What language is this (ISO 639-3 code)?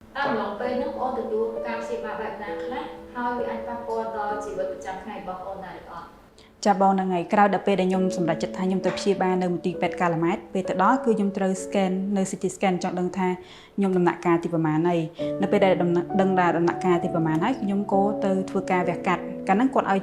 khm